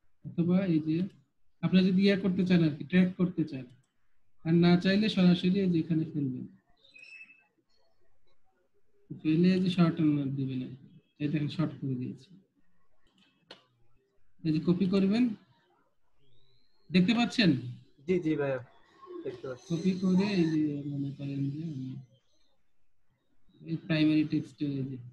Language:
Bangla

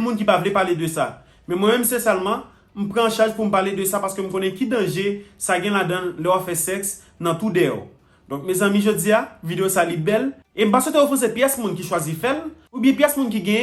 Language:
Haitian Creole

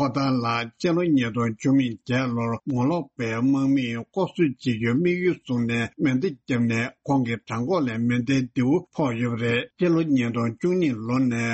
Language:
Tibetan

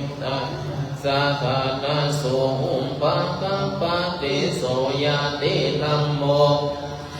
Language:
Pali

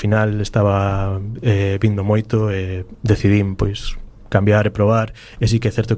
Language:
Galician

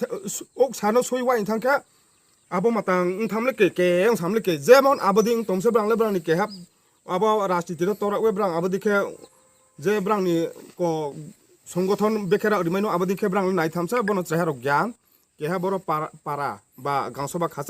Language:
Riang (India)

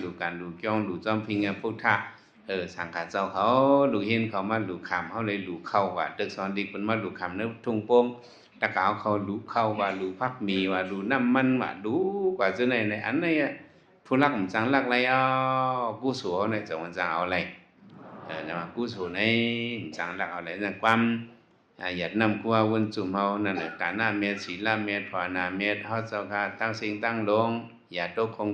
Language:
Shan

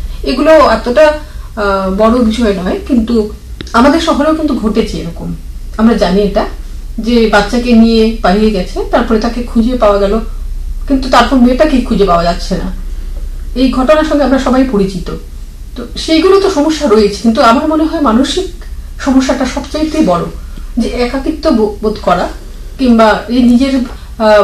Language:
Bangla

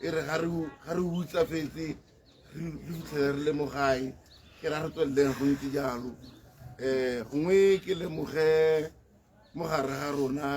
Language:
Tswana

